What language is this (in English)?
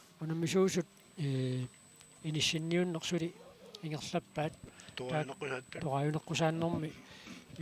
Kalaallisut